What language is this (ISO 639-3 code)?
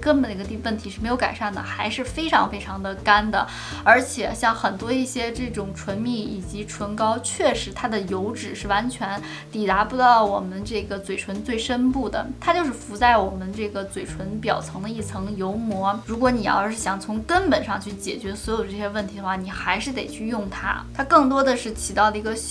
zho